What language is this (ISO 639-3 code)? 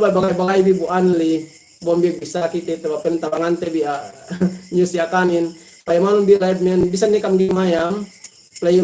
yka